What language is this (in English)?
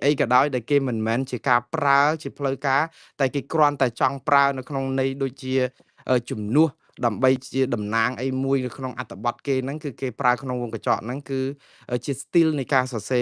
Khmer